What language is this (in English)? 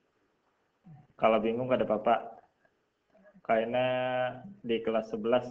Indonesian